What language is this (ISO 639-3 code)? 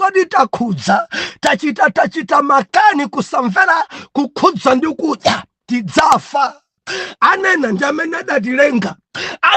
nya